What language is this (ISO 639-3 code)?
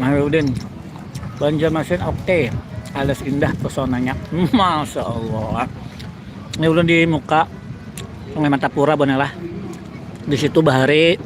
bjn